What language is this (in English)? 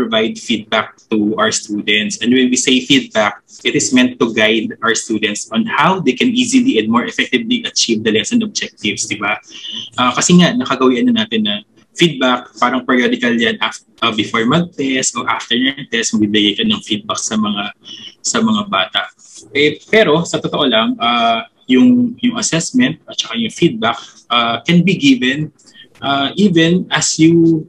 Filipino